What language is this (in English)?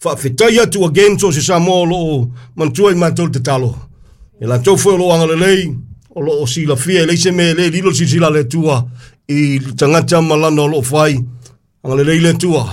Samoan